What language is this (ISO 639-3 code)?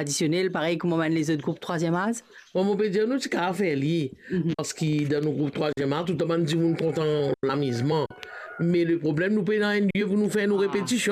mfe